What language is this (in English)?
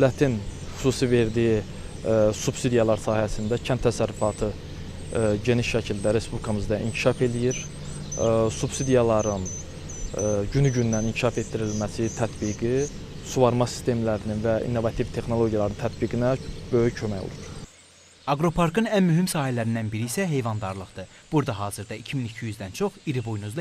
Azerbaijani